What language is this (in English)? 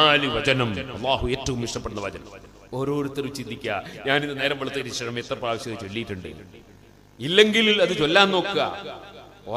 Malayalam